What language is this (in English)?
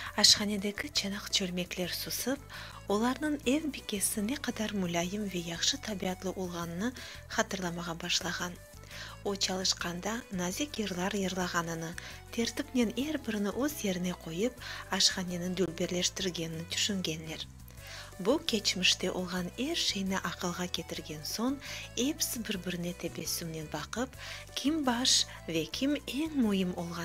Crimean Tatar